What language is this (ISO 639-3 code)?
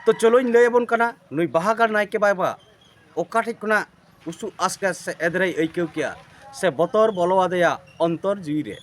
sat